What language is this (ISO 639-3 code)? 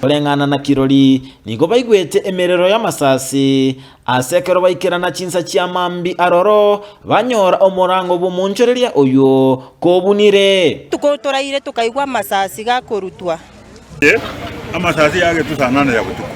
guz